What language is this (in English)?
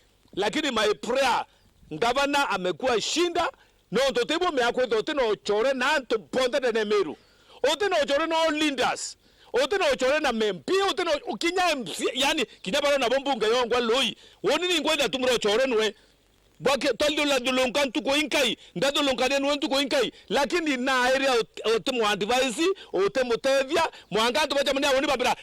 Meru